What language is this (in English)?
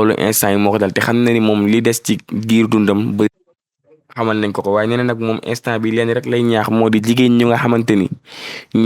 Wolof